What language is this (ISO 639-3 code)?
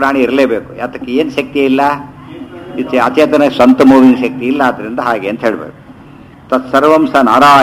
kan